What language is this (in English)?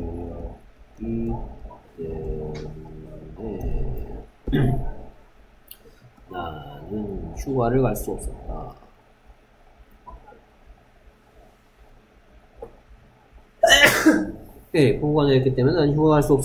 Korean